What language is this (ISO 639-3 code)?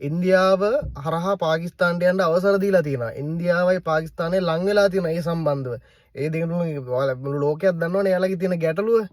sin